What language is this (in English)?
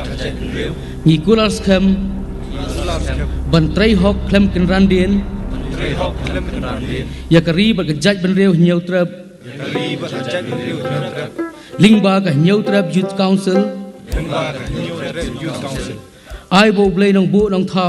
Khasi